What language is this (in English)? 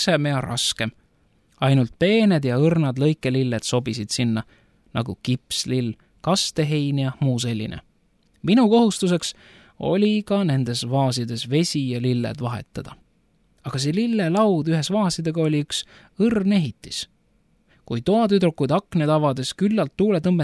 Estonian